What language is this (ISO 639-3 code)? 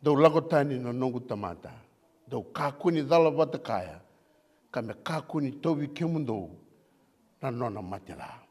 fij